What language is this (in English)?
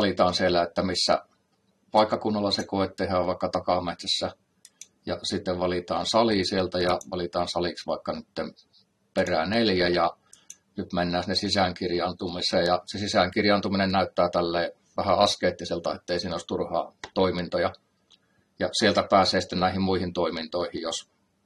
Finnish